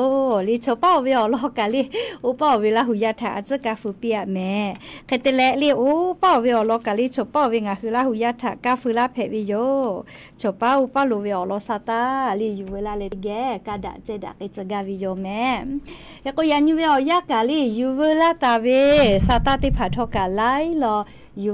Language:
Lahu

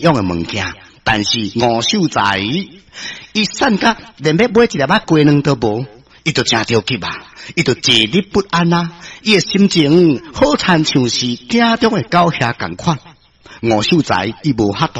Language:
Min Nan Chinese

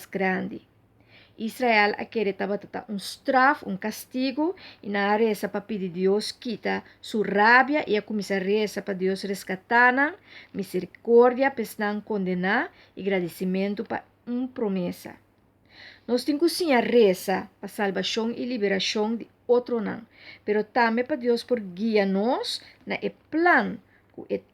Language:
Papiamento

